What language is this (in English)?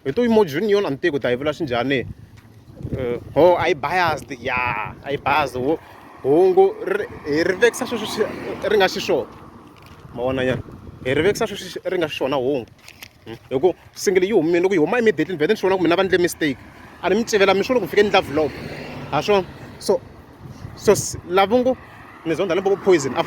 Tsonga